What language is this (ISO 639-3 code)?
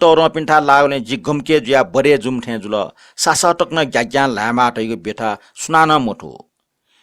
new